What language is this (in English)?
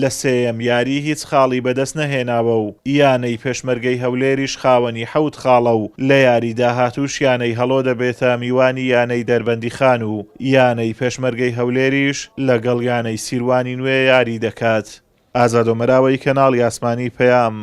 Central Kurdish